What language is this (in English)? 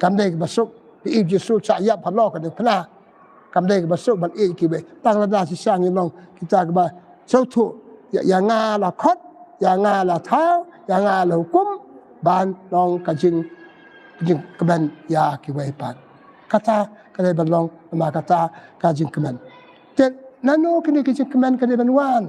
Khasi